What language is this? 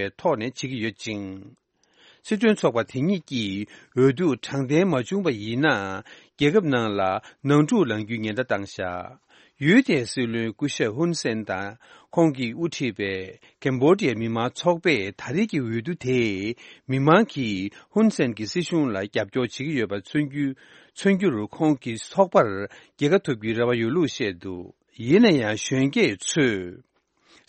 Tibetan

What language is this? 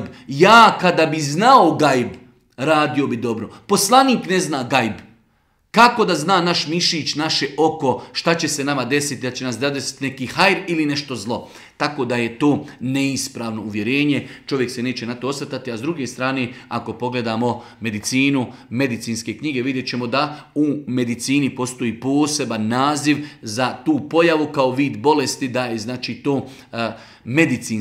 Bosnian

